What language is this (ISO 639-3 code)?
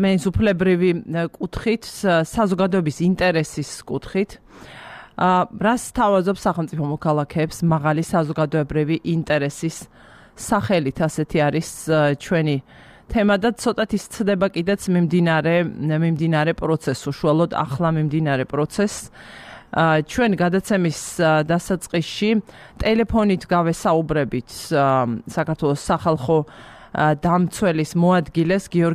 kat